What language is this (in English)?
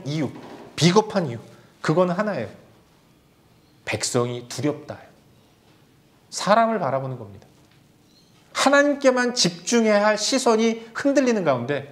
Korean